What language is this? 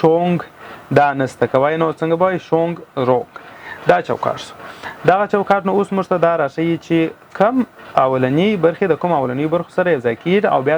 Pashto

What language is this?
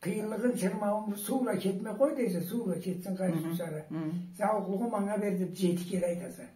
Karachay-Balkar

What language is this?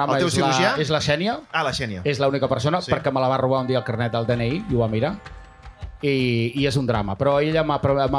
Catalan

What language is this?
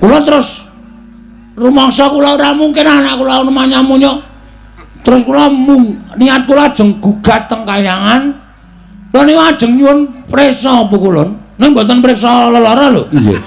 Javanese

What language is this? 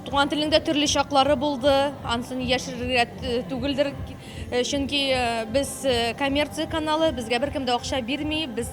Tatar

